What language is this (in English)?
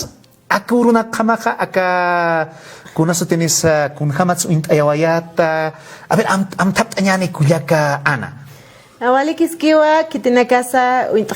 Aymara